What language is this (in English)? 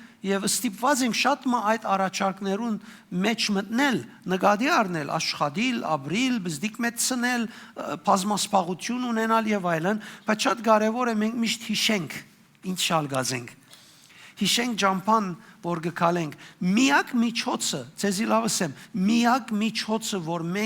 Western Armenian